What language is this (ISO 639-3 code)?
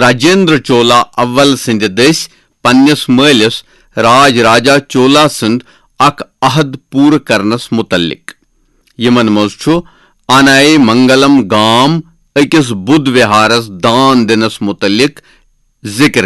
kas